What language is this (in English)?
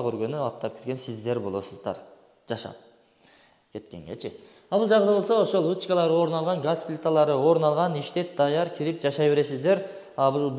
Kyrgyz